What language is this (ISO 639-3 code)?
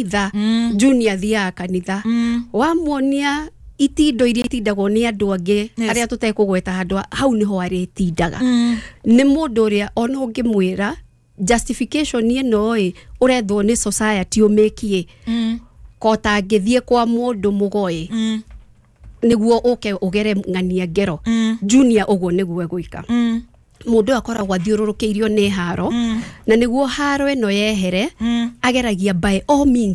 kik